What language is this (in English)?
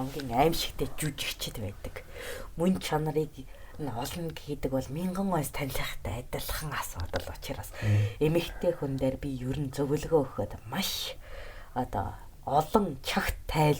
Mongolian